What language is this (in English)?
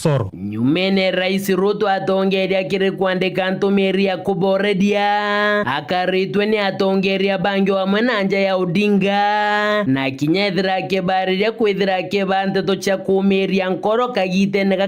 Meru